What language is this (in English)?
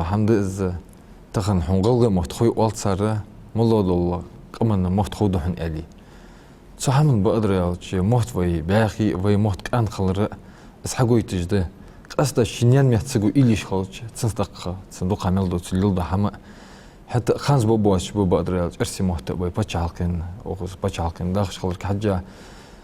Ingush